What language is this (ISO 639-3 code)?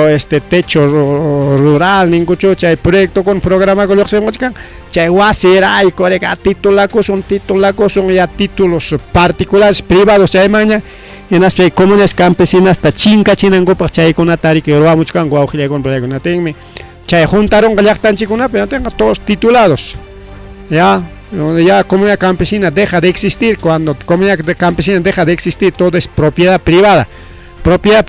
quy